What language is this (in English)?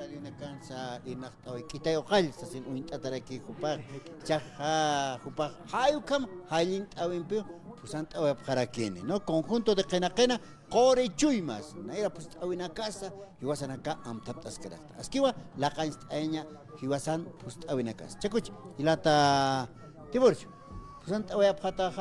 Aymara